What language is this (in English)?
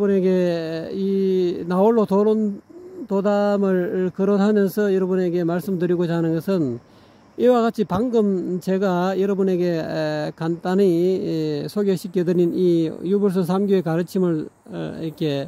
Korean